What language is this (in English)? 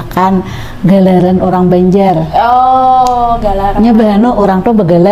Banjar